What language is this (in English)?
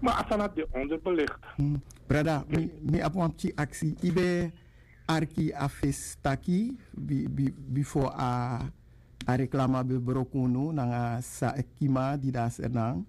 Sranan Tongo